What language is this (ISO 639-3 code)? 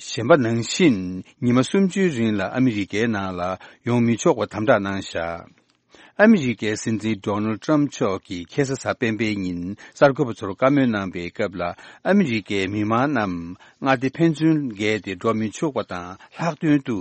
bod